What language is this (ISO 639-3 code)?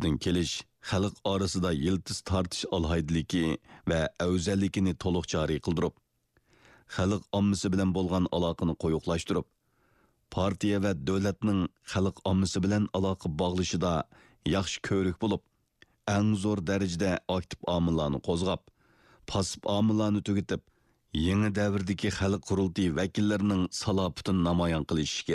uig